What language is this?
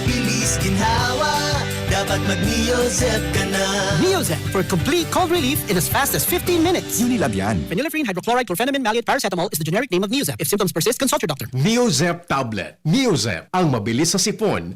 Bikol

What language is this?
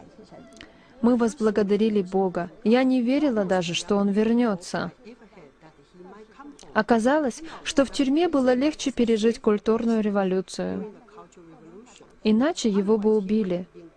Russian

